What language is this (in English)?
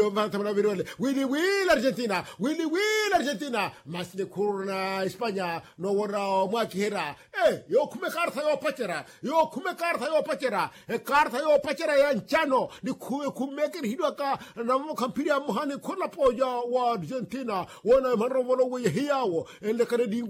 Makhuwa